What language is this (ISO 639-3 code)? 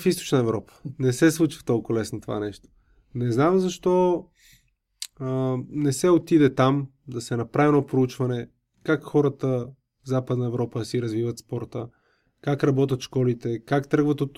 bul